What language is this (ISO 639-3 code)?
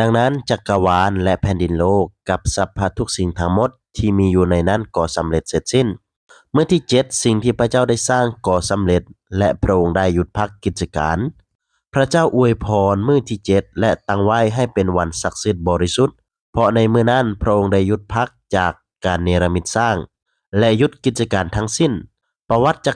lao